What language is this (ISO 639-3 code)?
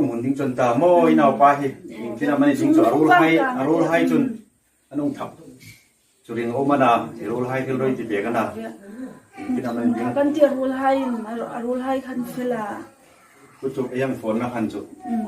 hmr